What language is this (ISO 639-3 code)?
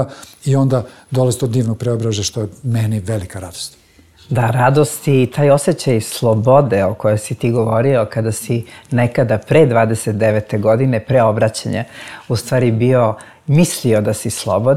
srp